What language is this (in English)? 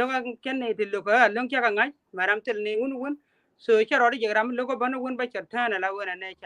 Nuer